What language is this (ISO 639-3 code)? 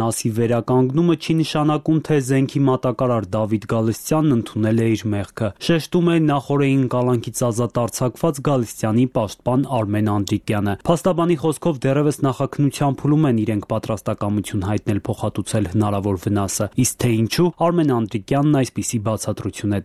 hye